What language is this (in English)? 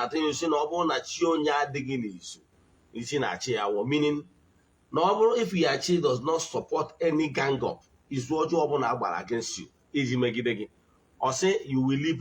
Igbo